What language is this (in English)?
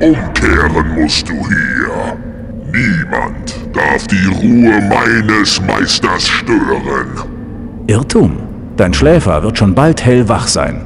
Bavarian